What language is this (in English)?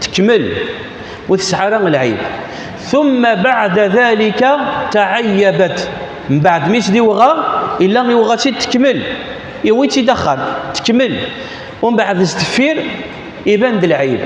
Kabyle